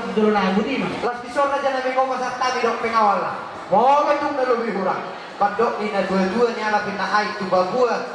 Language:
Batak Toba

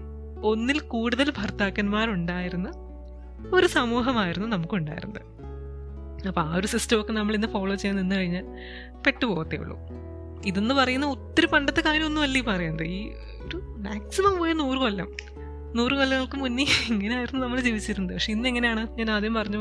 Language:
Malayalam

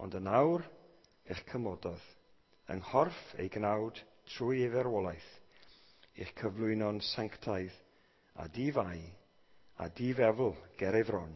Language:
Welsh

